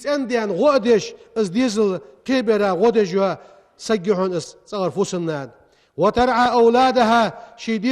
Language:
Ingush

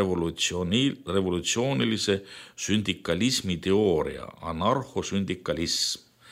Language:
Estonian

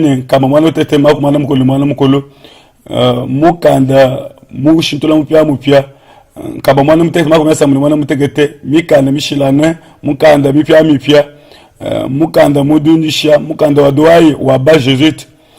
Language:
Luba-Lulua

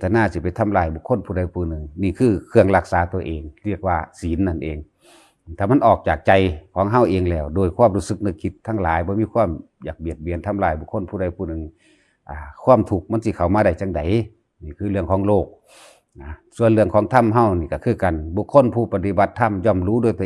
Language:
Northeastern Thai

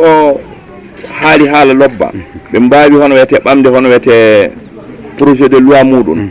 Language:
Fula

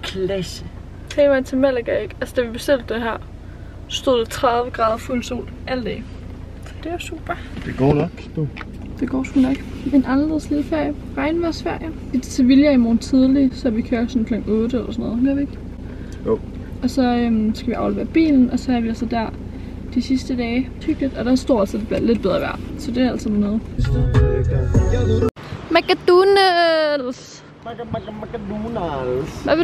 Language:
Danish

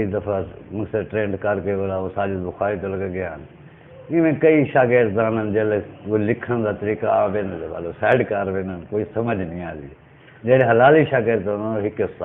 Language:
Saraiki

